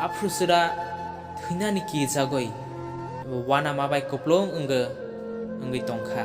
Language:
Kok Borok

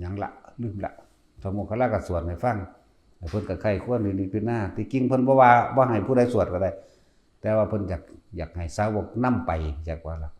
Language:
Lao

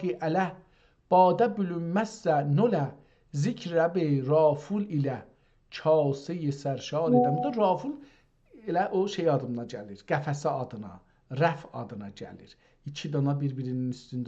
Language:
South Azerbaijani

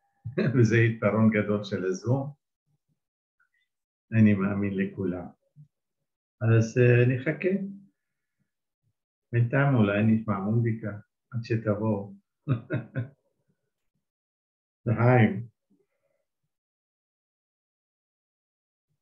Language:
Hebrew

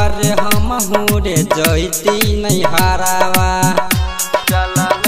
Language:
Bhojpuri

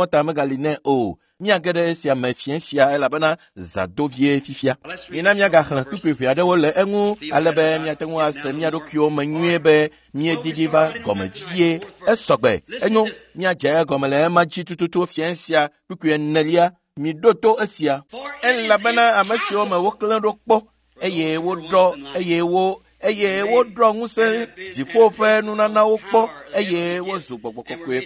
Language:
Ewe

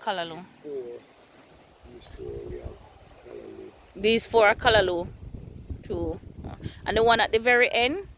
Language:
Jamaican Creole English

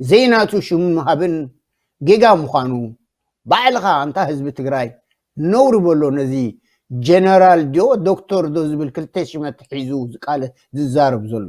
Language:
Tigrinya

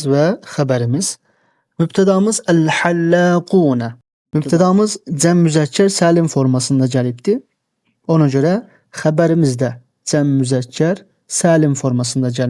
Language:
Azerbaijani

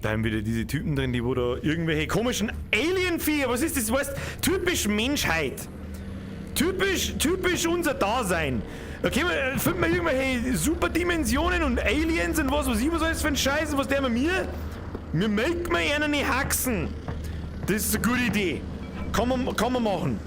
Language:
Bavarian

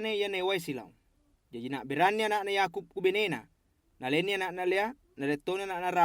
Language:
Buginese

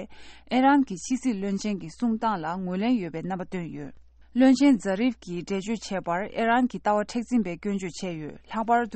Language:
Tibetan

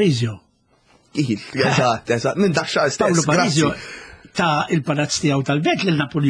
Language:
Maltese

